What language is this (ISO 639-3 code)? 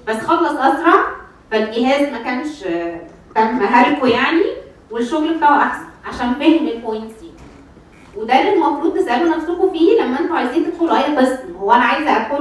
arz